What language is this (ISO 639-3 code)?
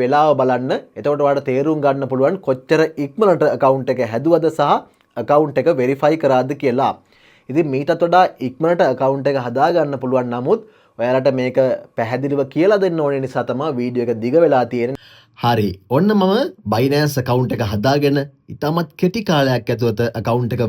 sin